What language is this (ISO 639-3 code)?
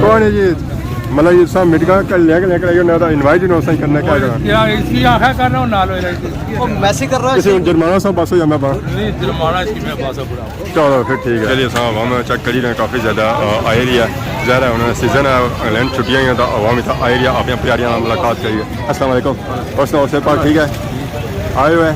phr